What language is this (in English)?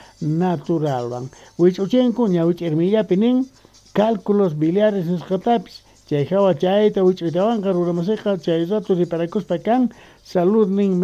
Quechua